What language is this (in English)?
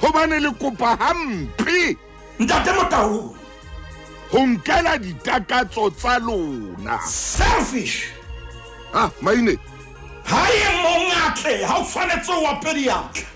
Southern Sotho